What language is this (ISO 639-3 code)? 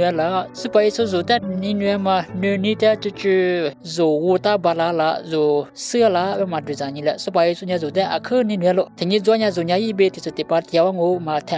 lis